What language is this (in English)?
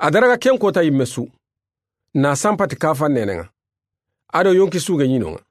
Soninke